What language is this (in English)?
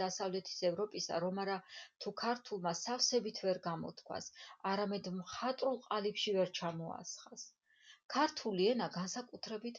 Georgian